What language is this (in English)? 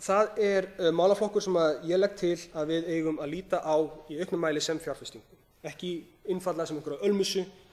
Icelandic